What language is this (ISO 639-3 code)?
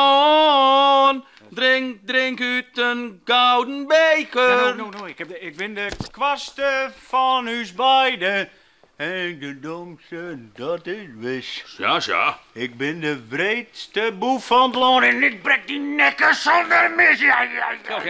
fry